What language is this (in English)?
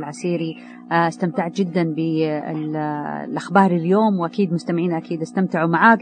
Najdi Arabic